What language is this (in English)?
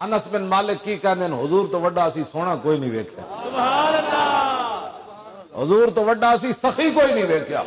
Western Panjabi